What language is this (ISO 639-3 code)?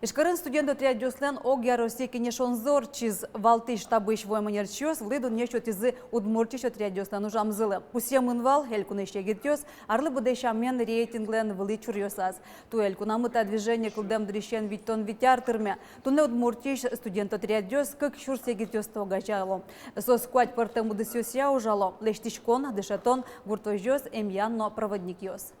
udm